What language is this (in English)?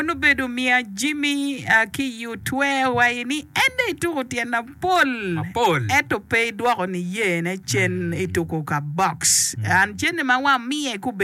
Acoli